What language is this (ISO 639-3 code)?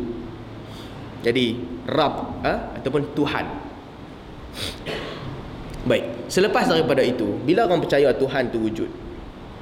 msa